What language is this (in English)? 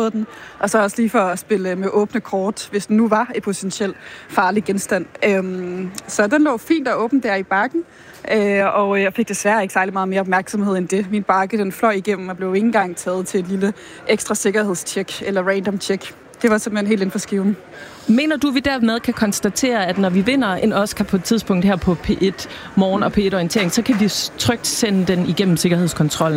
Danish